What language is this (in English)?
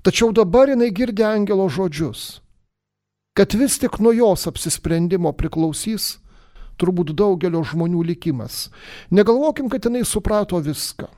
Lithuanian